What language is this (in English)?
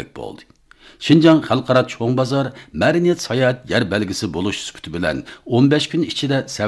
Uyghur